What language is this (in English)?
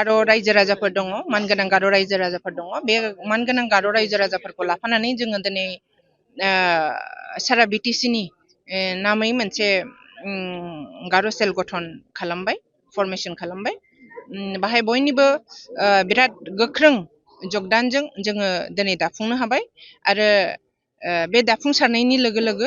Bodo